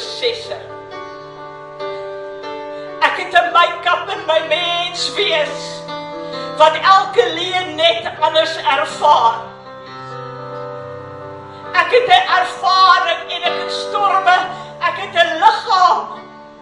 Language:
Afrikaans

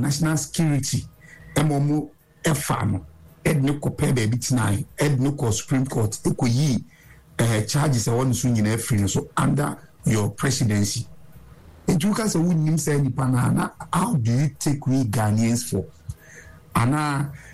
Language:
Akan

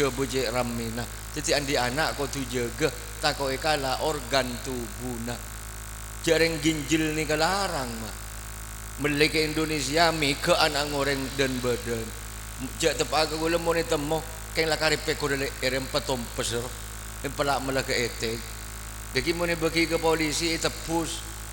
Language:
Madurese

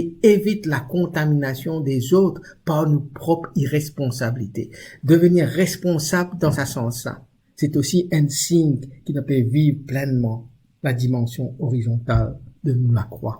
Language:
Morisyen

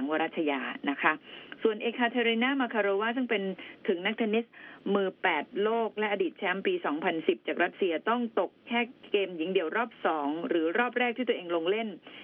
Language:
Thai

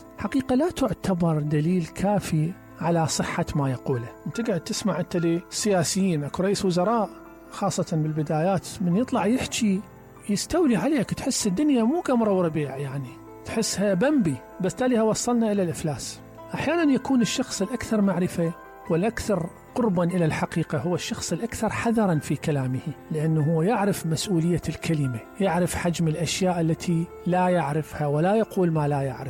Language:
Mesopotamian Arabic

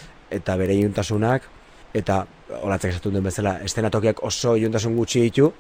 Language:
Basque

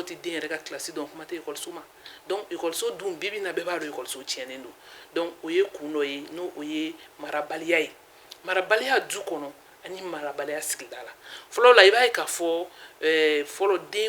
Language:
Bambara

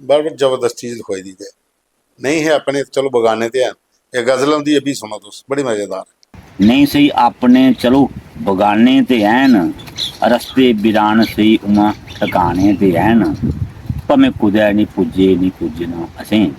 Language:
Dogri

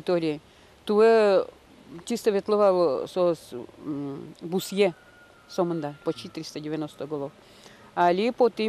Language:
Udmurt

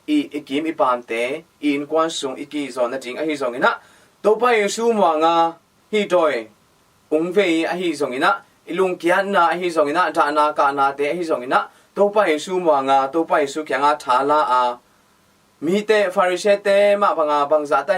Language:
Tedim Chin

